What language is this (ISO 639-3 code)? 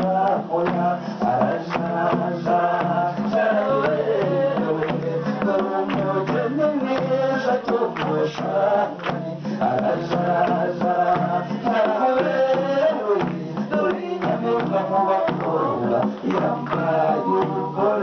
kin